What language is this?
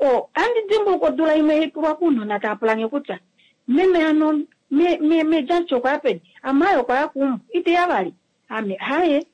Kuanyama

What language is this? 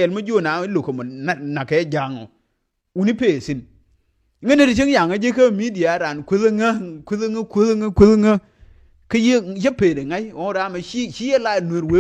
Nuer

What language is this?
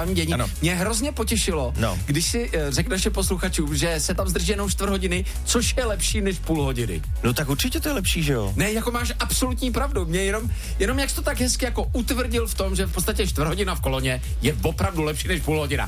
Czech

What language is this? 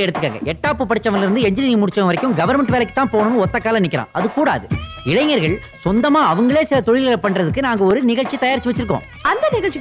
Tamil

